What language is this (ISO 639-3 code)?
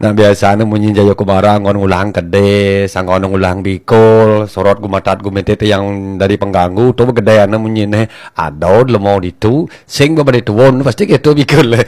ban